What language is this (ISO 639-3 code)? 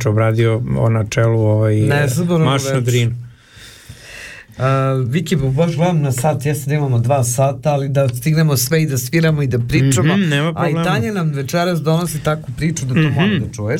srp